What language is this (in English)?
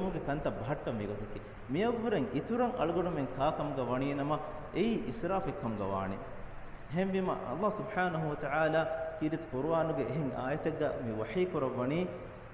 Divehi